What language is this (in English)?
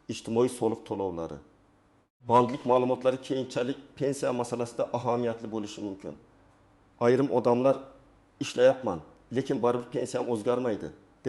Uzbek